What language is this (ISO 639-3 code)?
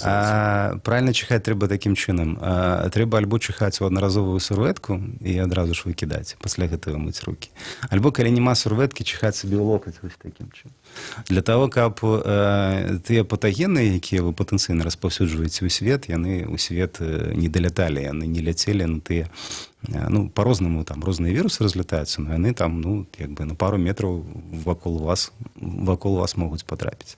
bel